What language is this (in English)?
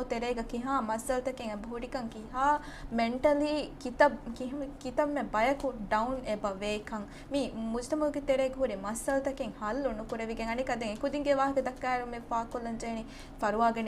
Divehi